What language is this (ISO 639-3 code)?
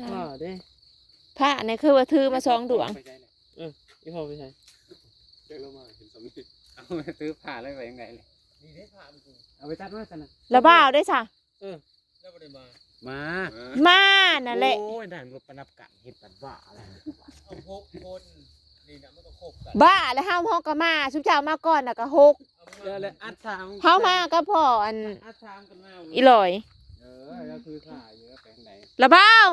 tts